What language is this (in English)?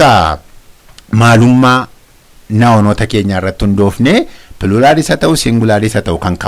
Oromo